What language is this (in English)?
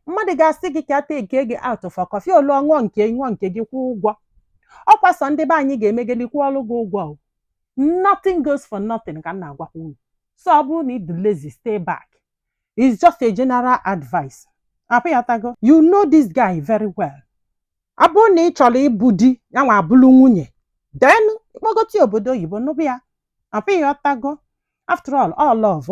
Igbo